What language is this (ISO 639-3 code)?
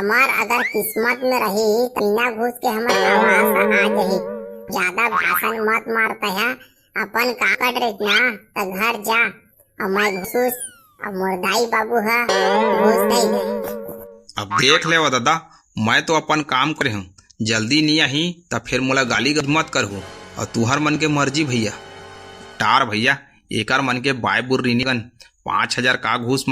hne